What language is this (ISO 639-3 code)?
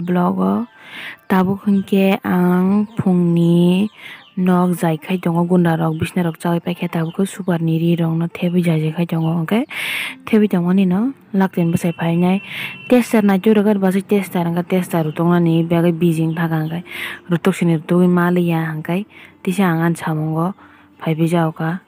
trp